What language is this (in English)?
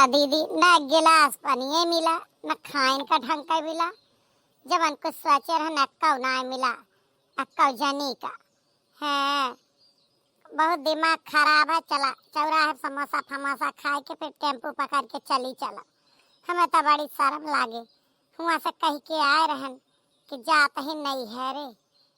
Awadhi